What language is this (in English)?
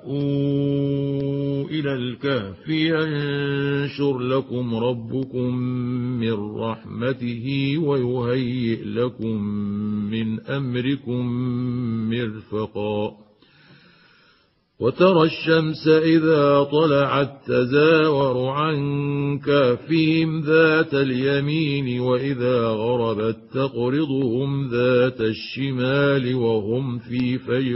Arabic